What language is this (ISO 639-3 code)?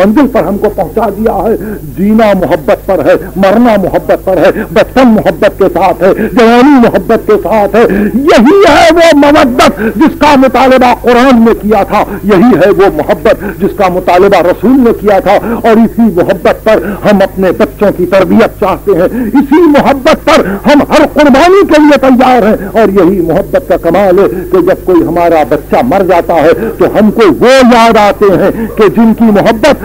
urd